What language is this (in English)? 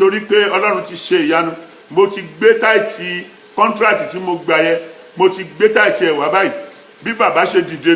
Yoruba